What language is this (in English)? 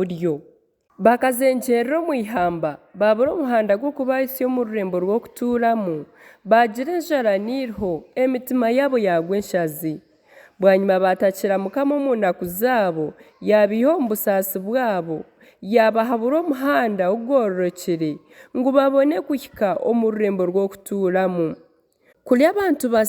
Nyankole